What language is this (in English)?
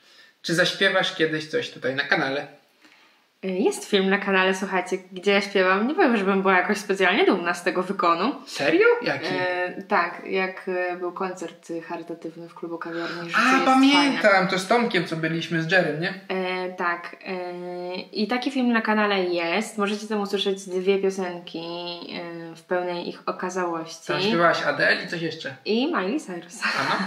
Polish